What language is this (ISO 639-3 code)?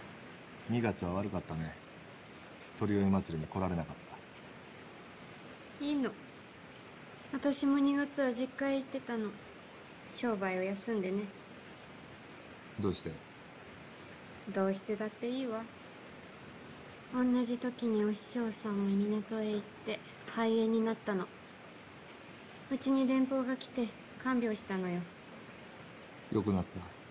jpn